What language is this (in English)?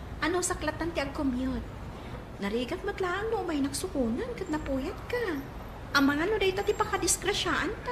Iloko